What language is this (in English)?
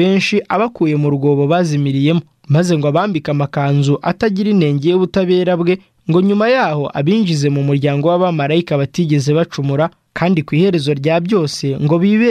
Kinyarwanda